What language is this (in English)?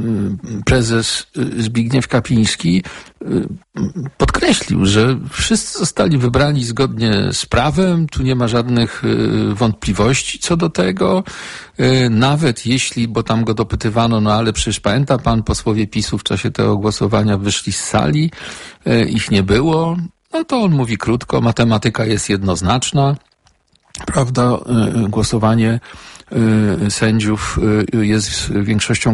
Polish